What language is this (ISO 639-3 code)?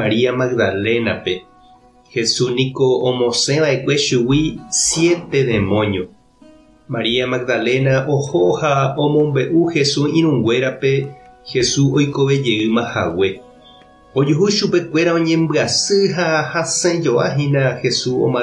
grn